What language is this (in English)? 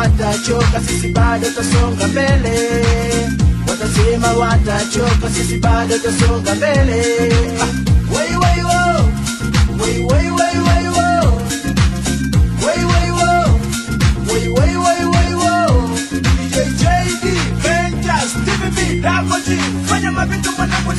Swahili